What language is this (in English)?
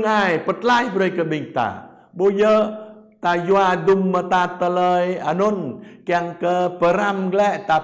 Jarai